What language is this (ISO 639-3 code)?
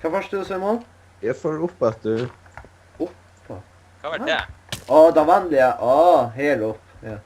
fao